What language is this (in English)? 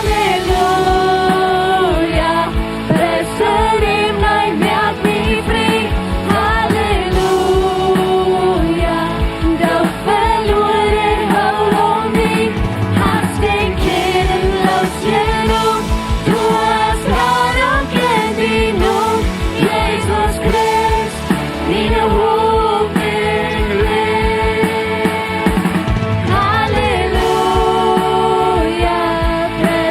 Plautdietsch